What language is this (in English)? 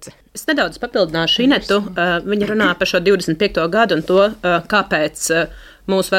Latvian